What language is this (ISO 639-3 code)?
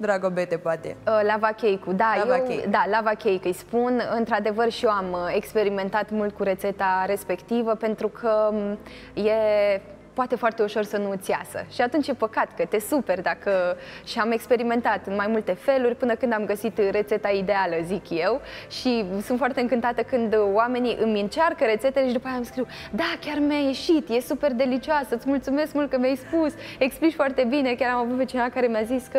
ron